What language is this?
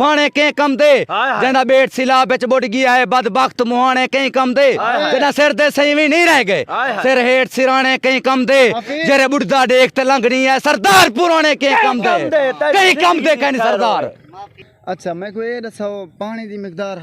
Saraiki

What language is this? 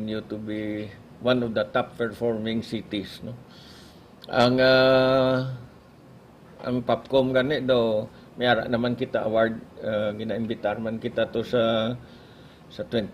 Hiligaynon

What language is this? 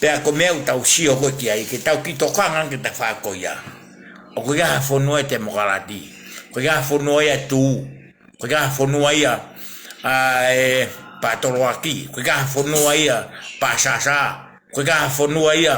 Tongan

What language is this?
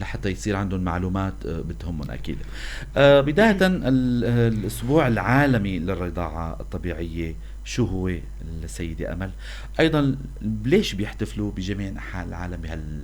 North Levantine Arabic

